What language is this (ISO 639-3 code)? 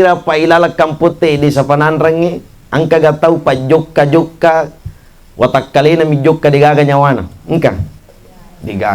bug